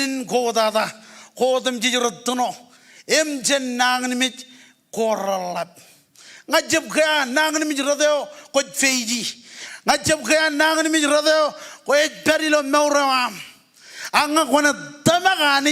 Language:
Marshallese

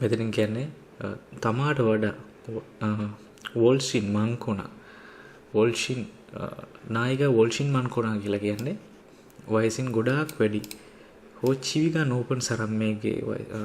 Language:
Sinhala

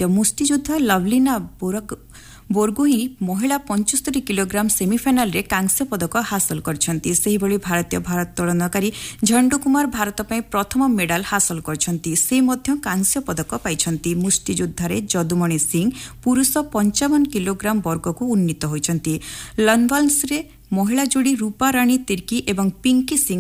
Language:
Odia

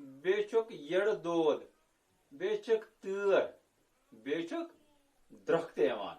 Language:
Kashmiri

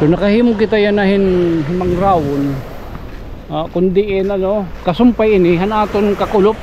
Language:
Waray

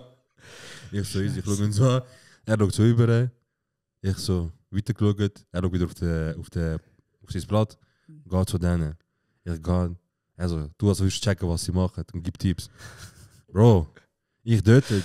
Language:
Swiss German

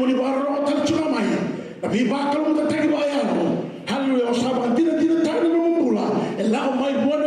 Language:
Fijian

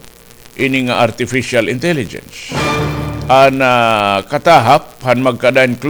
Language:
Waray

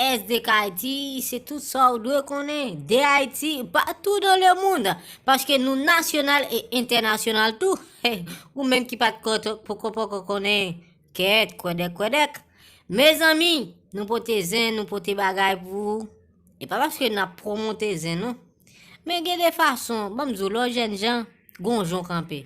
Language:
Haitian Creole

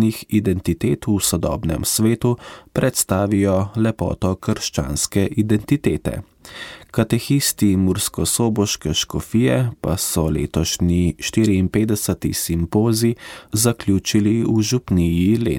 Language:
Slovenian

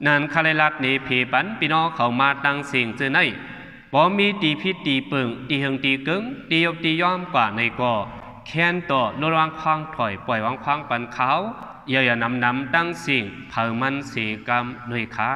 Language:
Shan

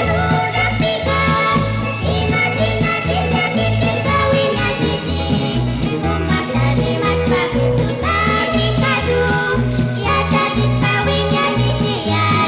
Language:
Chimborazo Highland Quichua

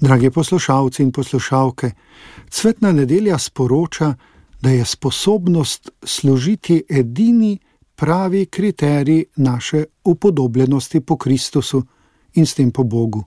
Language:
Slovenian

